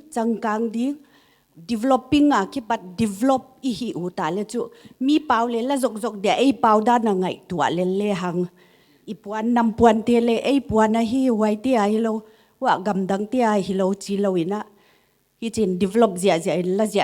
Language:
Paite Chin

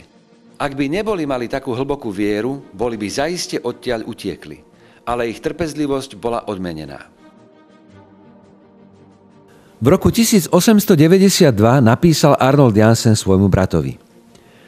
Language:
Slovak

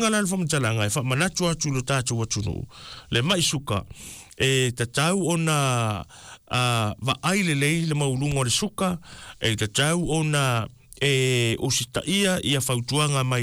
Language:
Samoan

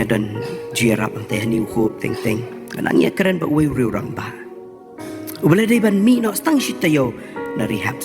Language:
Khasi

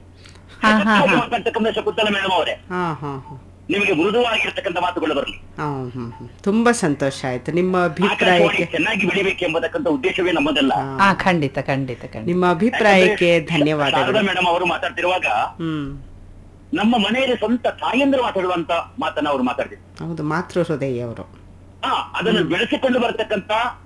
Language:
Kannada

